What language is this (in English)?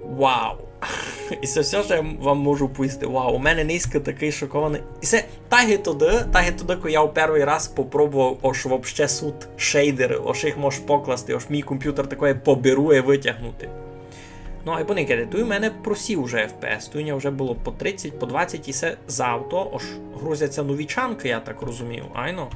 Rusyn